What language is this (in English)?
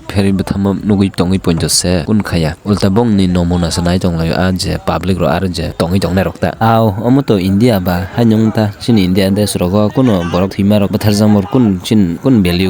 Kok Borok